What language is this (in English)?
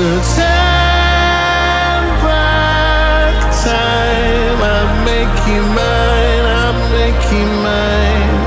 English